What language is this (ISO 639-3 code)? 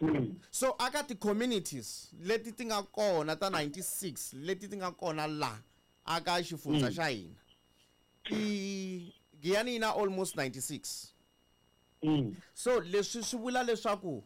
tso